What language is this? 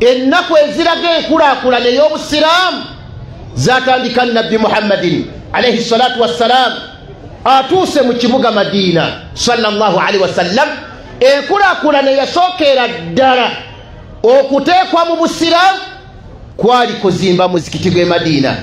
Ganda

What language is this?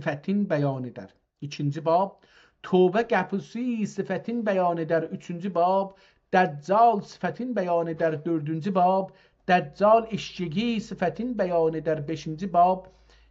South Azerbaijani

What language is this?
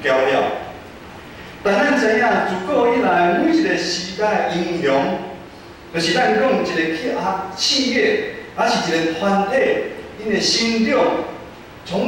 Min Nan Chinese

